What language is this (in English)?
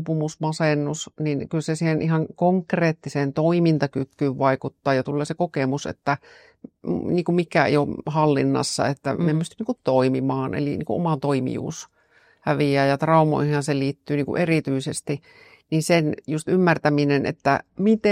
Finnish